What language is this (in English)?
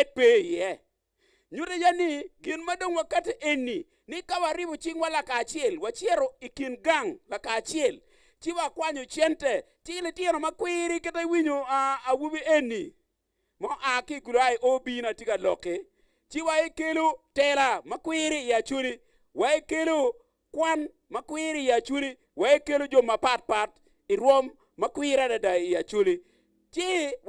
Acoli